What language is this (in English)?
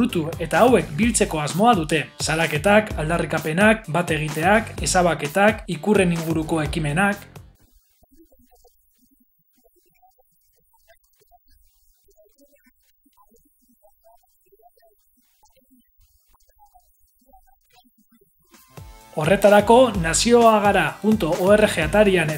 Basque